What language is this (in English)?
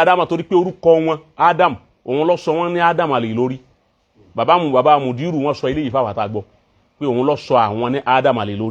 Yoruba